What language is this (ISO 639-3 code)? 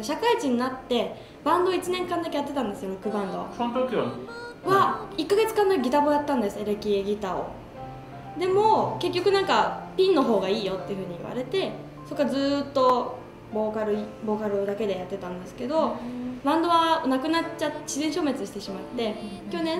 jpn